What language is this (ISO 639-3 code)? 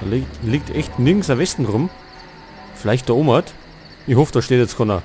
bar